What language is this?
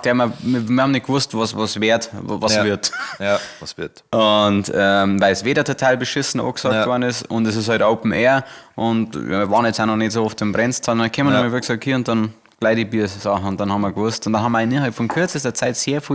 Bavarian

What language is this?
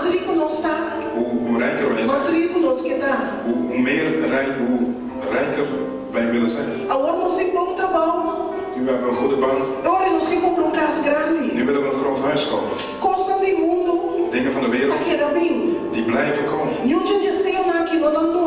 Papiamento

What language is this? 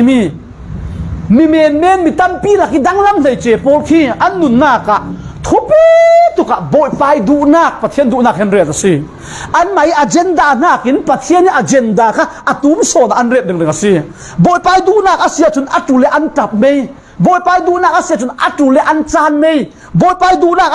Falam Chin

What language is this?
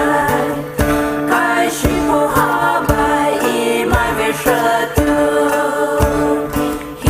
Poumei Naga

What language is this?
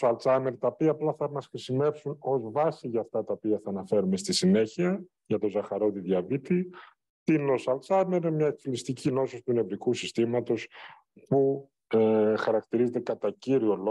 Greek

